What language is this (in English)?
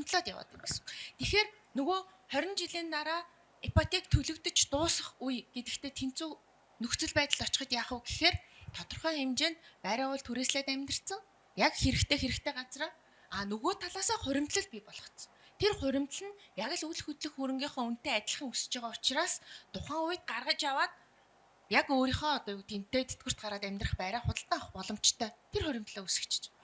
Mongolian